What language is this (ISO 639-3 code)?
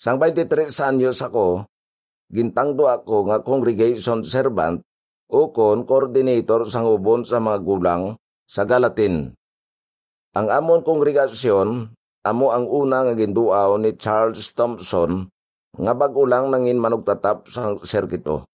hil